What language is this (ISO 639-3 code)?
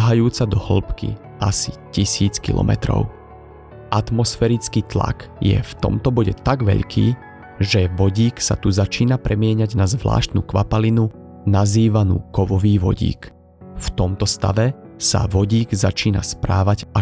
slk